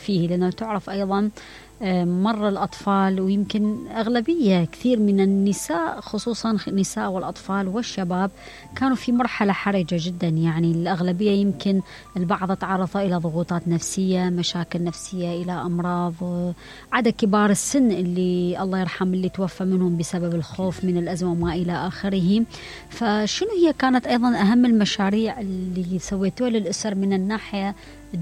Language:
Mesopotamian Arabic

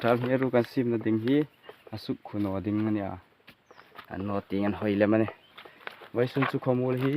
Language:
Hmar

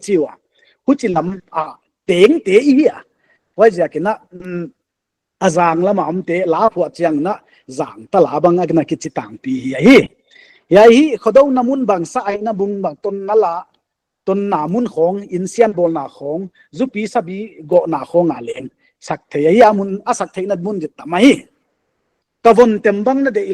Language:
Paite Chin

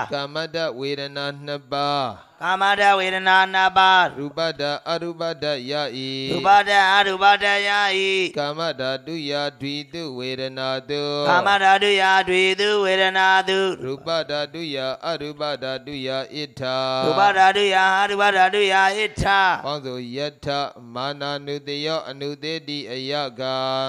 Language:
Burmese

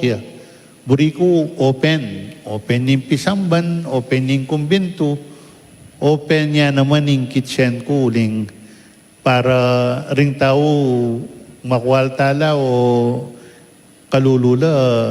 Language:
Pampanga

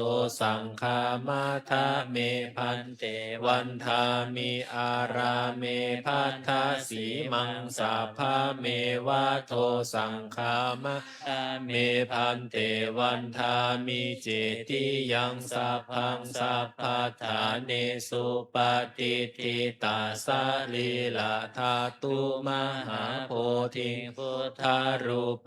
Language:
Pali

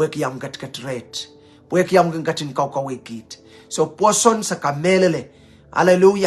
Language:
Pohnpeian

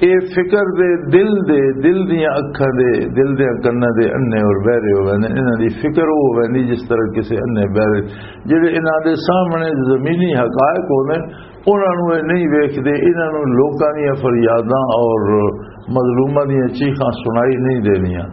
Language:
Western Panjabi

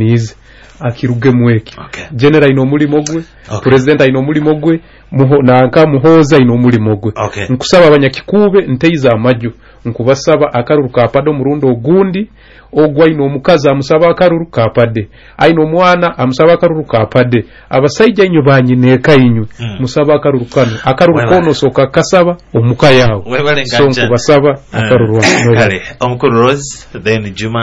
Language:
Nyoro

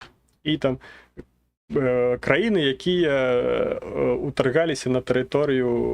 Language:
Belarusian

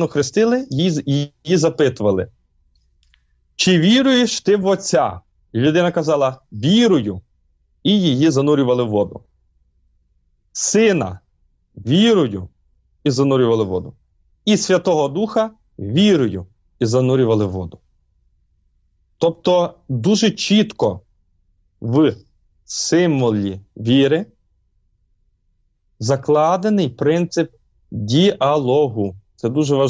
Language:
Ukrainian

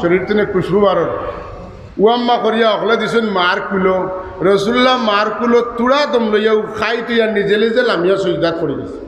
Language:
Sylheti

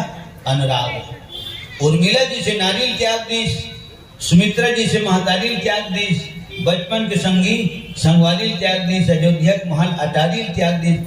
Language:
Chhattisgarhi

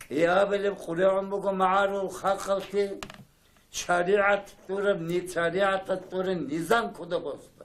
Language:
Avaric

